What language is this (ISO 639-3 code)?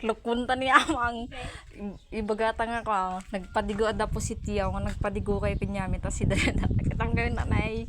ilo